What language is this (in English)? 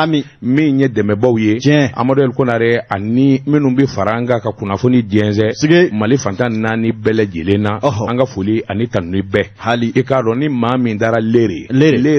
Bambara